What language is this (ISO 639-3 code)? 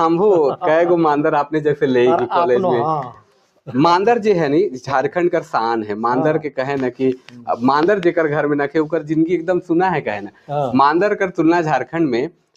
sck